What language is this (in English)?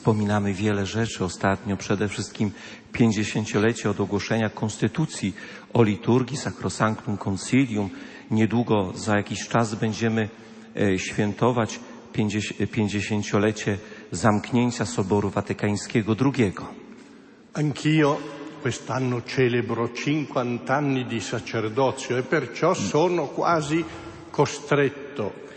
Polish